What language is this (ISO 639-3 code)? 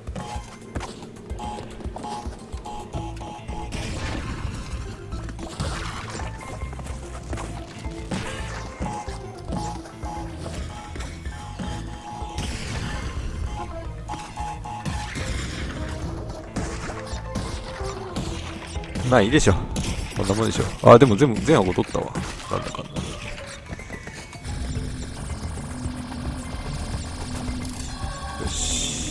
jpn